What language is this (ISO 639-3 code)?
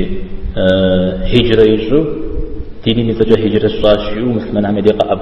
kbd